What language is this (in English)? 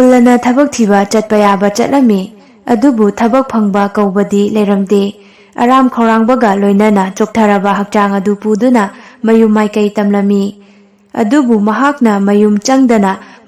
Manipuri